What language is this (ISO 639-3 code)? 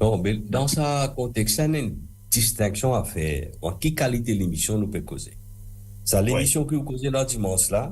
mfe